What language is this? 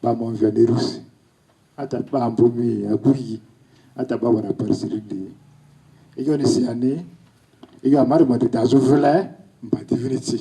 Lugbara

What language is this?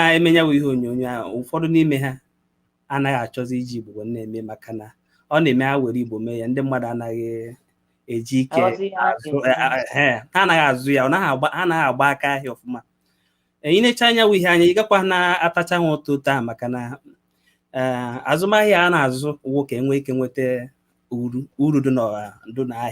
Igbo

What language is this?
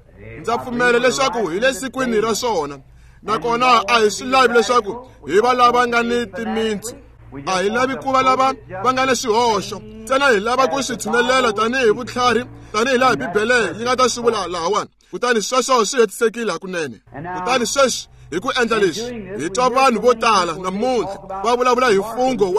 Tsonga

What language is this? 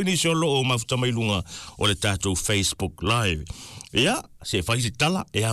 Samoan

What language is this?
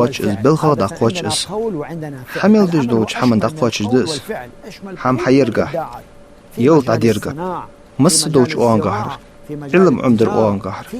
Ingush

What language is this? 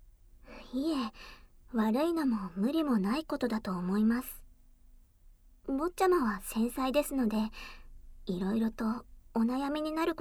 Japanese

